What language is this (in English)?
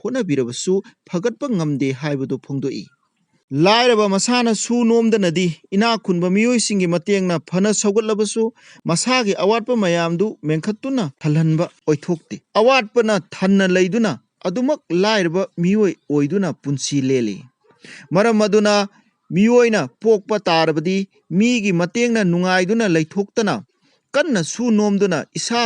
Manipuri